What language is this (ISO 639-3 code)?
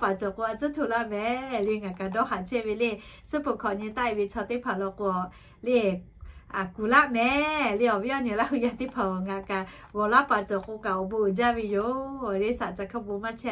lhu